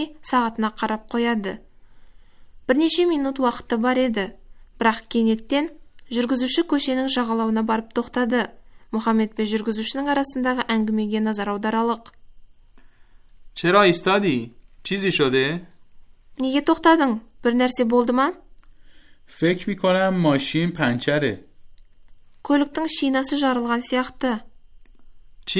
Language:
Kazakh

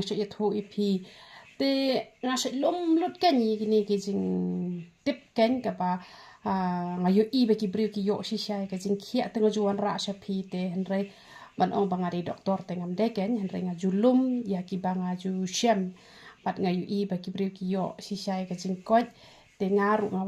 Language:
Khasi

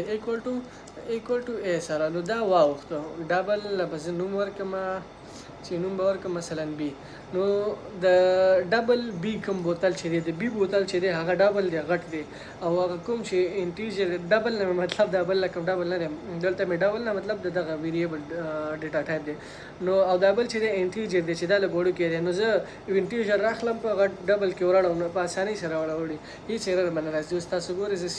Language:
Pashto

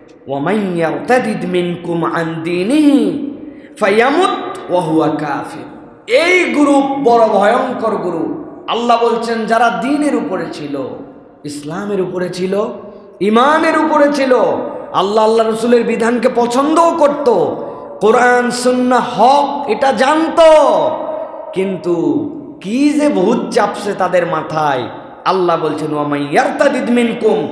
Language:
Bangla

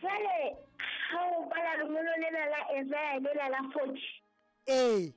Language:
Southern Sotho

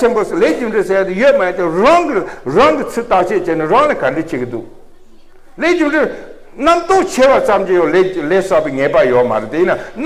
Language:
Tibetan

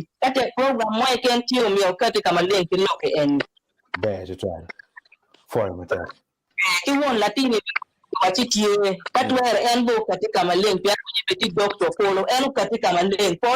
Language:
Acoli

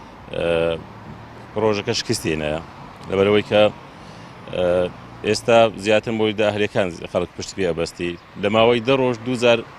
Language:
Central Kurdish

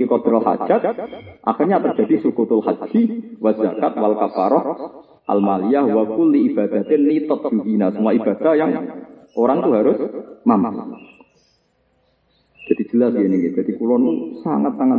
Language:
Indonesian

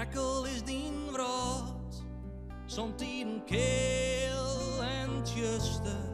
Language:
Western Frisian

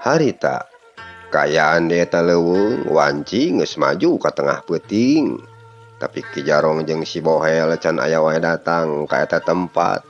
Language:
Sundanese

